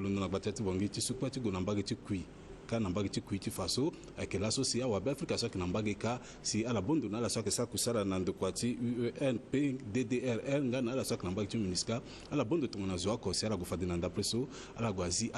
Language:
Sango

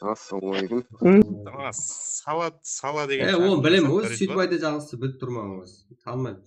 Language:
Kara-Kalpak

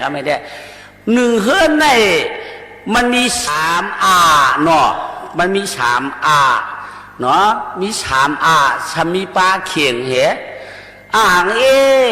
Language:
Shan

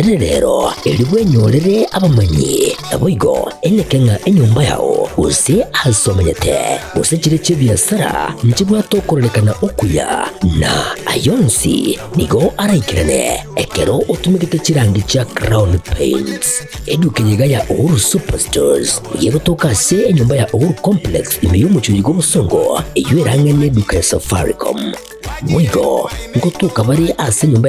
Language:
Gusii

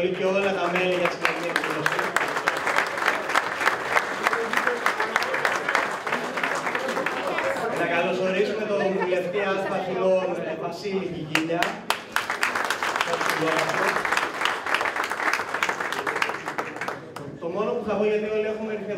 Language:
Greek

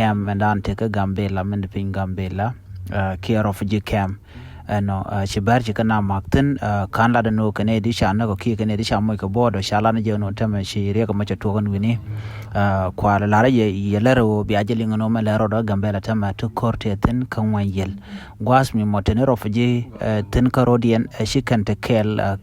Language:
Nuer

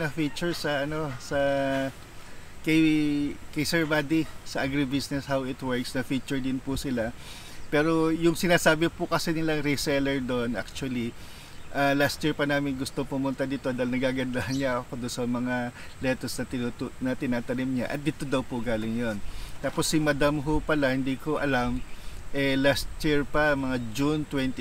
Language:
Filipino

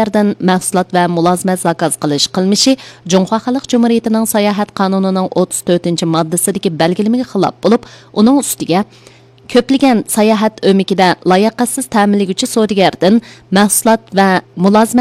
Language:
Uyghur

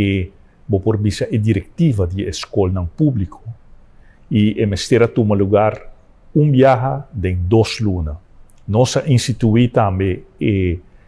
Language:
Papiamento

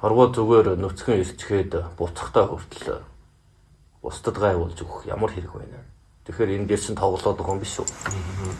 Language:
Mongolian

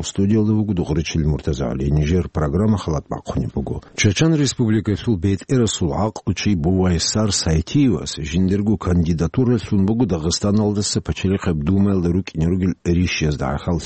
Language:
Avaric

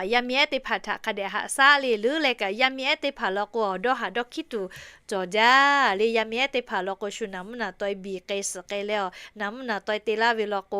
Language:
Lahu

